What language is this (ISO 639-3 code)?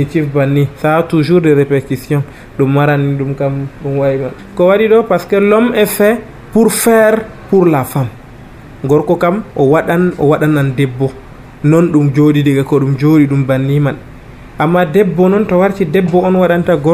fuv